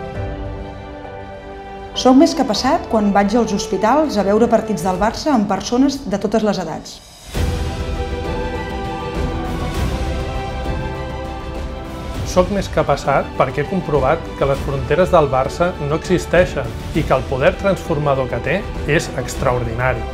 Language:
Catalan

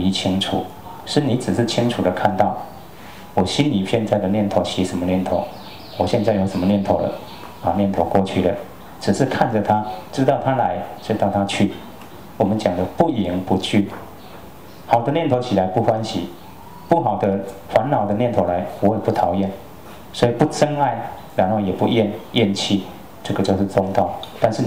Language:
Chinese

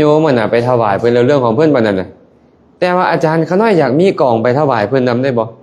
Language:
Lao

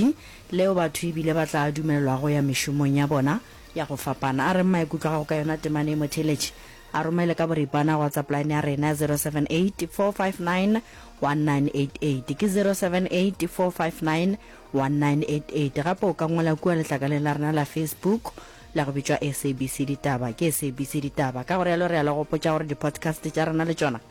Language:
Northern Sotho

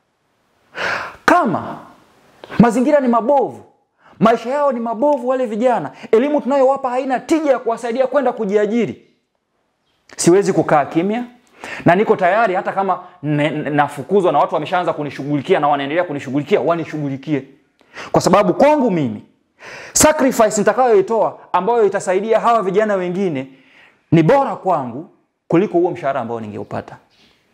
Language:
Swahili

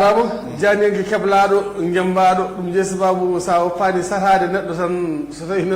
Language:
Fula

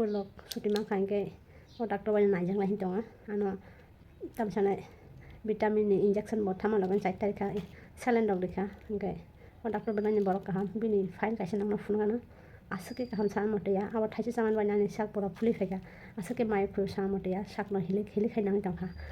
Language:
Kok Borok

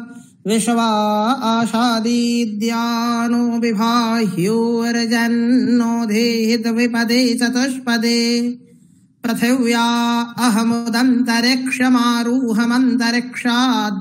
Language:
Sanskrit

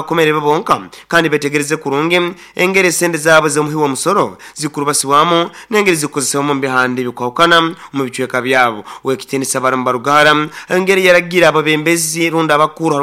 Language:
Nyankole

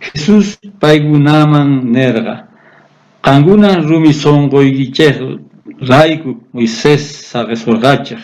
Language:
South Bolivian Quechua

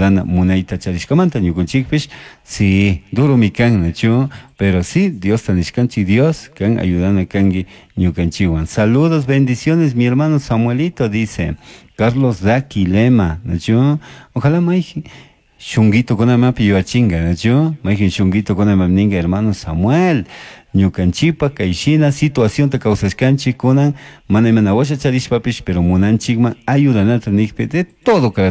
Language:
Chimborazo Highland Quichua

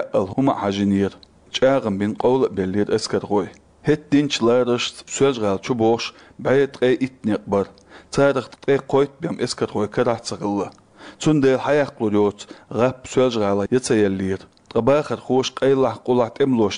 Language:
Chechen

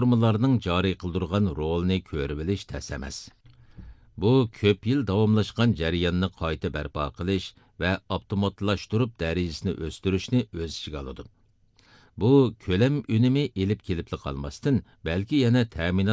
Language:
Uyghur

